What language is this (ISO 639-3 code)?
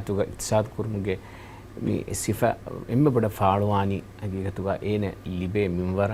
div